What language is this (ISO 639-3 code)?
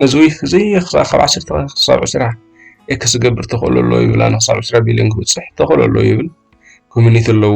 tir